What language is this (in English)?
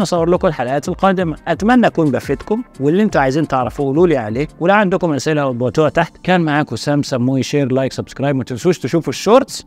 Egyptian Arabic